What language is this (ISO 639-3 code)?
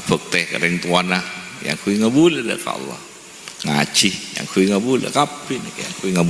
mad